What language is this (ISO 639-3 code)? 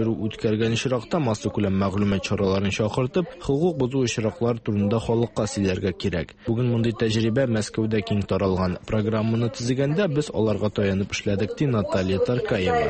tat